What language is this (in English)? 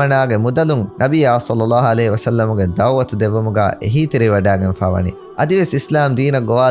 Divehi